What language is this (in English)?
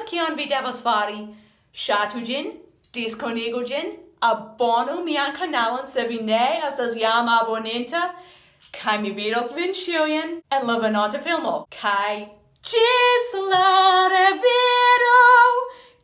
Esperanto